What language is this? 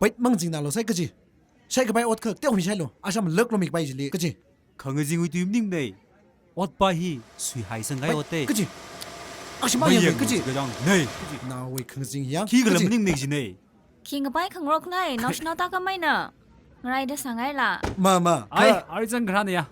Tangkhul Naga (India)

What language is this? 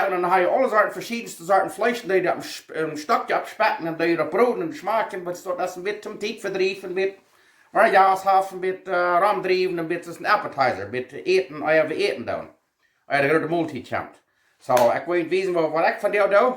Plautdietsch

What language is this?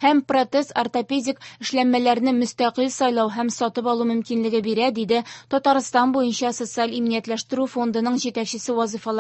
Tatar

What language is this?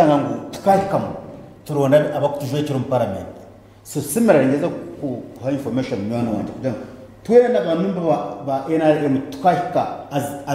Nyankole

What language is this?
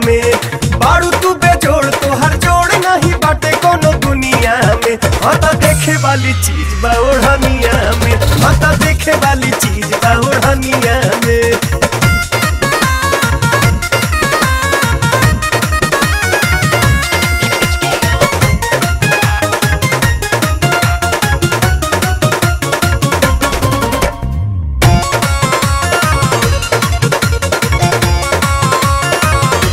Bhojpuri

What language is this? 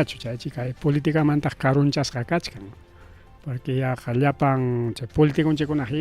Ayacucho Quechua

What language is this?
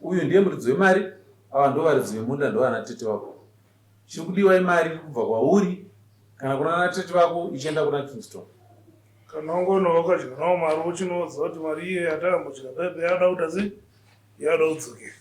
Shona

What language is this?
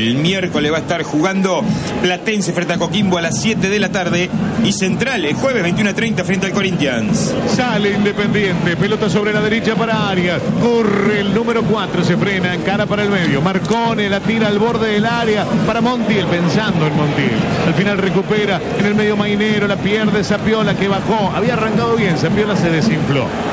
Spanish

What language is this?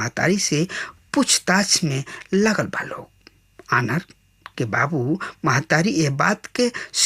Bhojpuri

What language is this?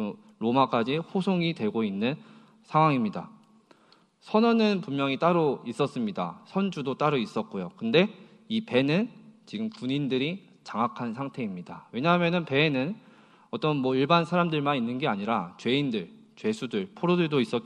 Korean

